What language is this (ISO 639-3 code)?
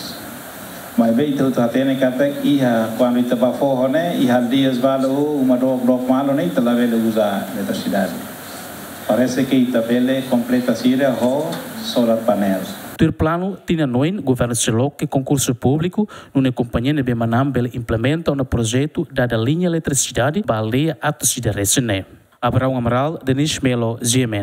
tet